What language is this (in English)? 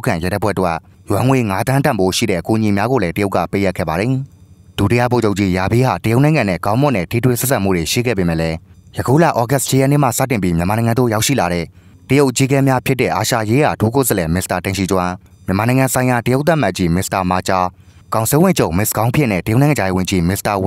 Burmese